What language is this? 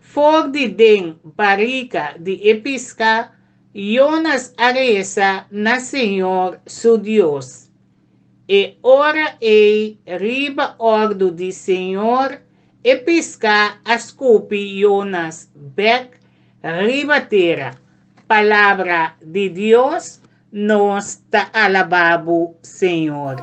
Papiamento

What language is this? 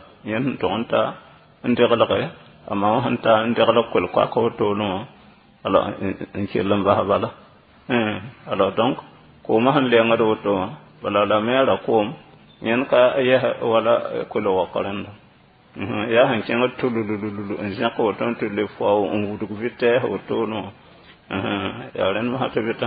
Mossi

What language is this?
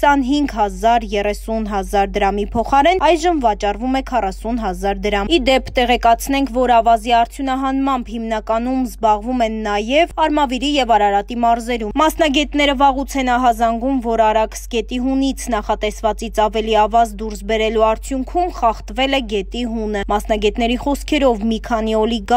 Armenian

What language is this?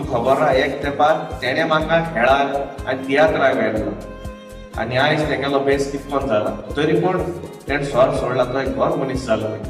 Konkani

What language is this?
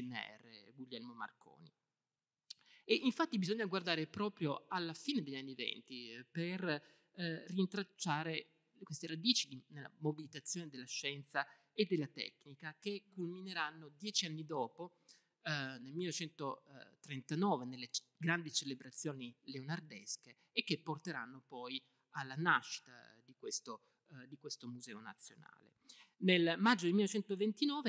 Italian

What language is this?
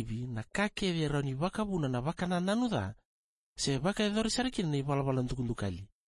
Fijian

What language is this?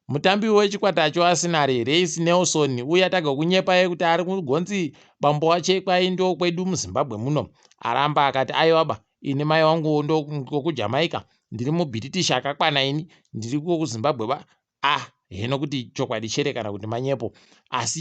Ndau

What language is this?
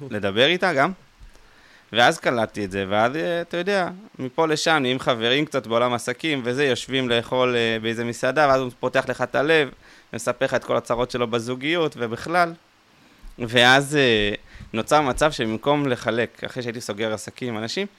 Hebrew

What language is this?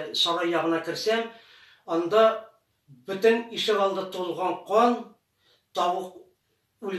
Tatar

